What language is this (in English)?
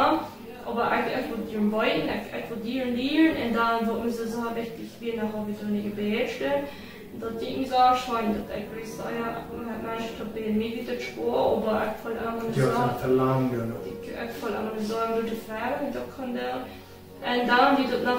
Plautdietsch